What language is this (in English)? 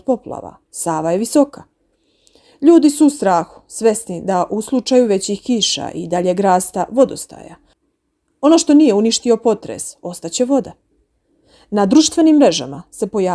Bosnian